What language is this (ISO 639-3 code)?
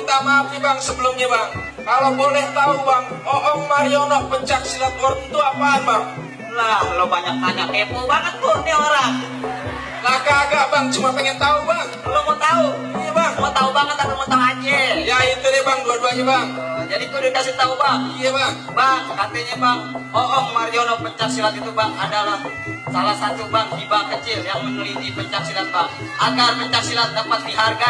bew